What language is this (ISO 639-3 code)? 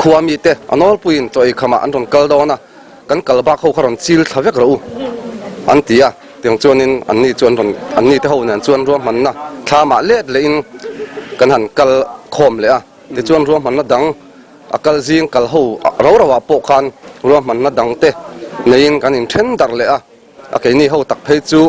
lus